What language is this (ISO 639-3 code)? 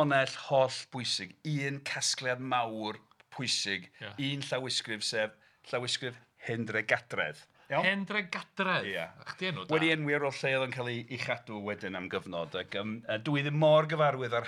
cym